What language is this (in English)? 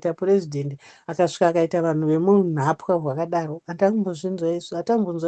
Shona